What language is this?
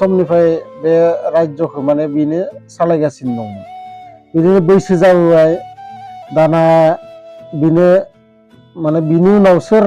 Bodo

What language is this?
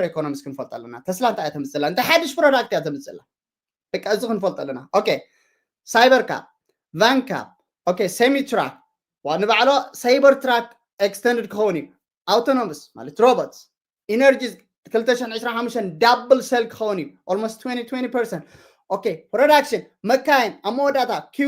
Tigrinya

